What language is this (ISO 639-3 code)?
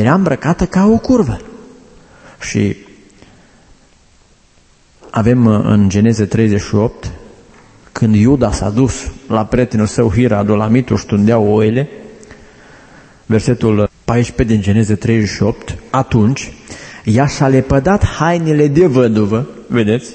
ron